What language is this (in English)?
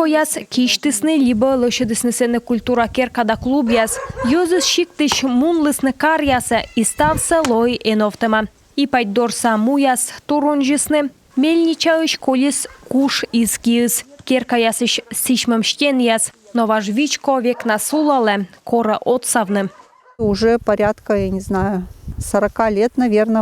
Komi